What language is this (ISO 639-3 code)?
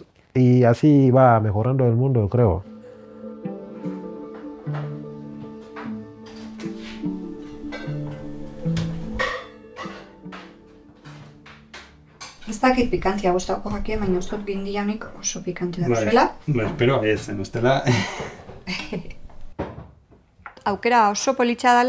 eus